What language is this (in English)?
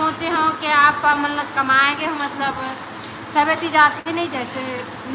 Chhattisgarhi